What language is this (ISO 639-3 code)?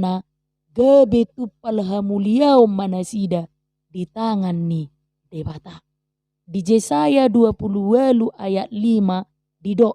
bbc